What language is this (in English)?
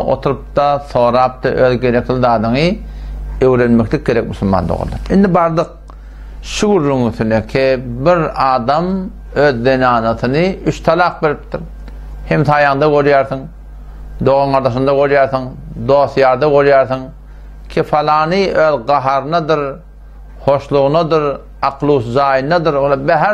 Turkmen